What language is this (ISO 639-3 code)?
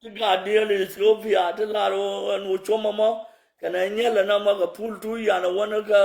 nus